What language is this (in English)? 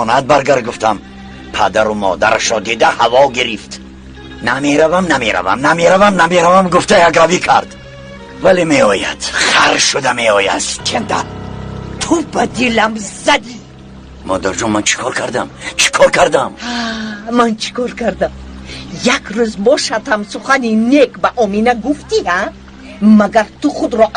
Tajik